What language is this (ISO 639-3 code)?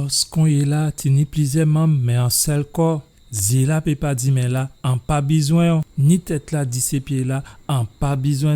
gcf